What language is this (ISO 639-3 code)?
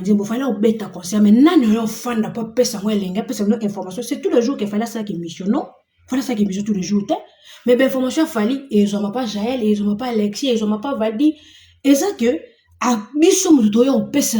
lin